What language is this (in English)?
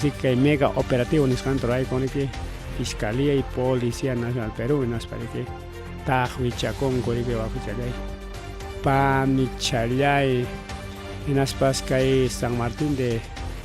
Ayacucho Quechua